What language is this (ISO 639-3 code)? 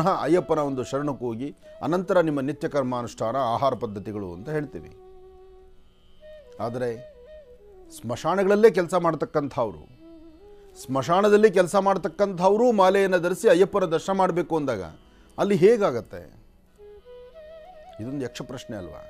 kan